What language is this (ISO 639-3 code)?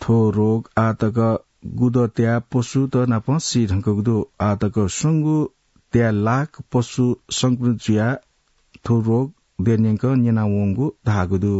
new